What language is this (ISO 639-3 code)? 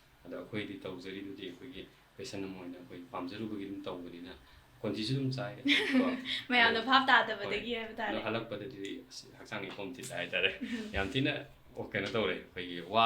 mni